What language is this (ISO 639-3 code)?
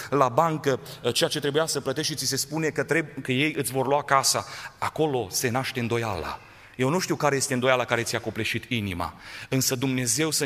ron